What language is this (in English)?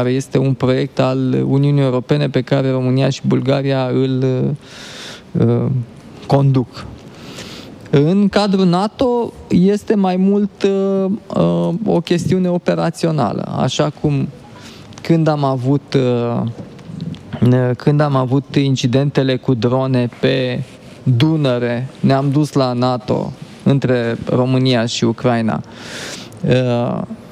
Romanian